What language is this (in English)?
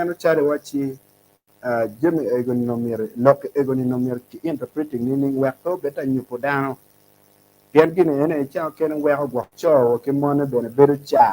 Acoli